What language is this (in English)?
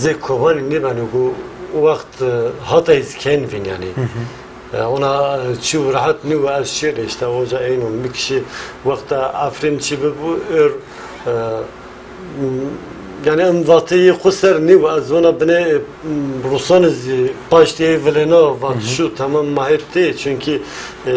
Zaza